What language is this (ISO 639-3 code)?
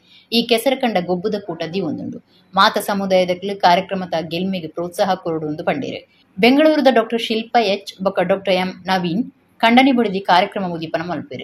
tcy